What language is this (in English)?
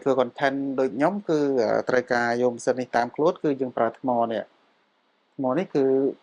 Khmer